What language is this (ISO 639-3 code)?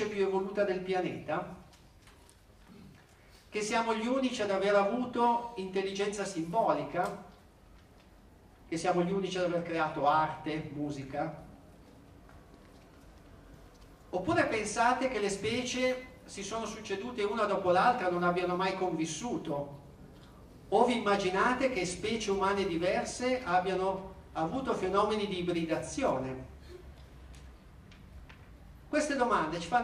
ita